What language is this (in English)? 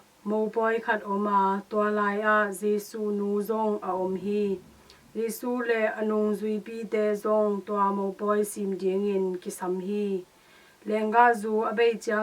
Tedim Chin